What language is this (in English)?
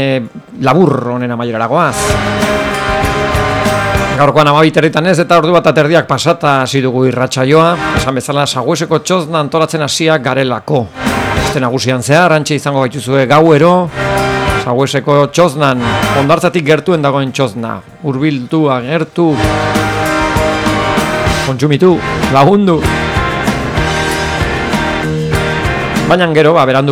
Basque